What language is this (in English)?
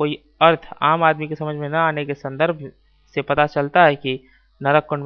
Hindi